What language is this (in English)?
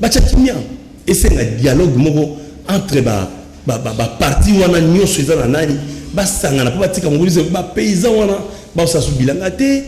Lingala